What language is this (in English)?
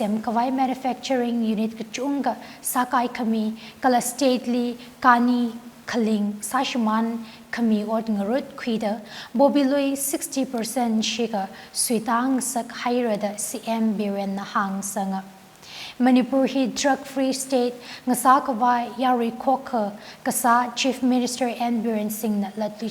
Tangkhul Naga (India)